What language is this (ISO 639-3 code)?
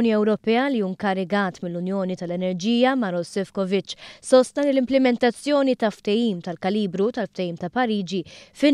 mlt